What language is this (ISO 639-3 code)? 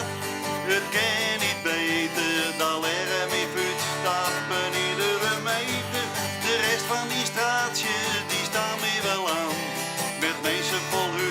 fry